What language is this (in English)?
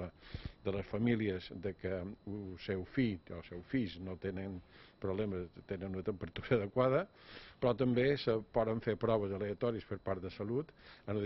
Catalan